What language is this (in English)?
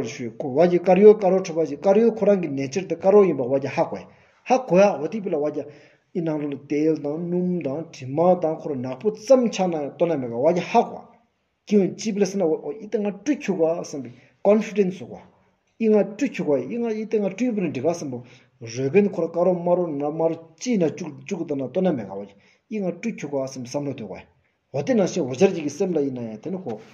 Stod Bhoti